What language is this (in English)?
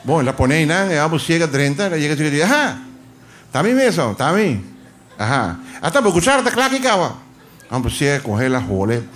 Papiamento